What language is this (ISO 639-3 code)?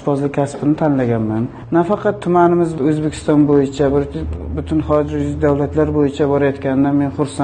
uzb